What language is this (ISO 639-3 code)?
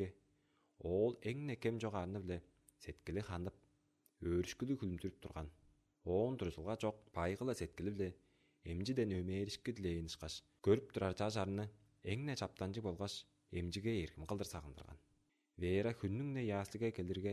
tyv